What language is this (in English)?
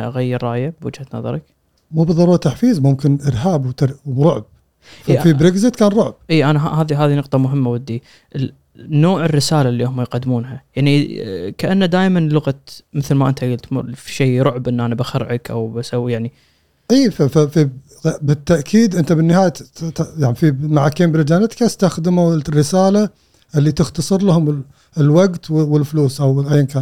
Gulf Arabic